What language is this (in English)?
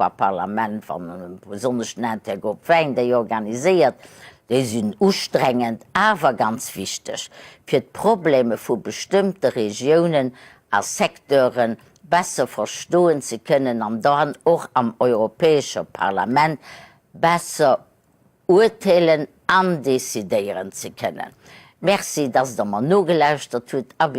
Luxembourgish